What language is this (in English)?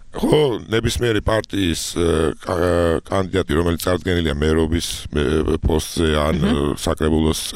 Georgian